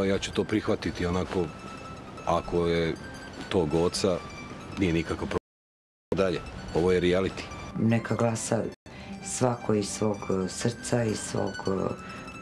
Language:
Serbian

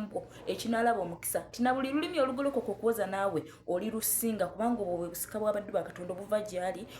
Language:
Ganda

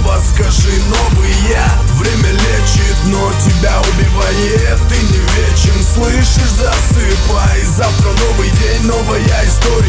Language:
Russian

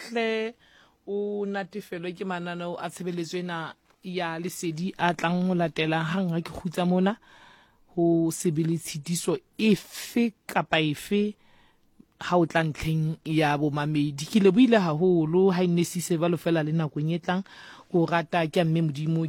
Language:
Southern Sotho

